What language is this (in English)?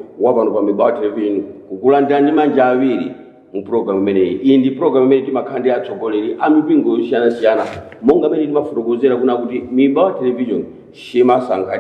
Nyanja